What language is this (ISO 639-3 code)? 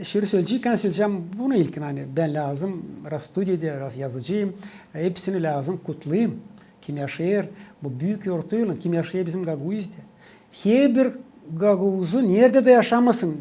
gag